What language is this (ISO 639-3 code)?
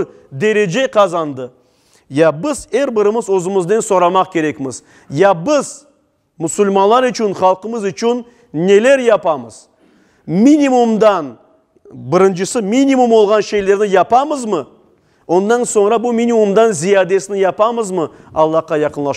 crh